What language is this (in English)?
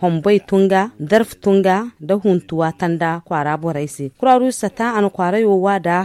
Zarma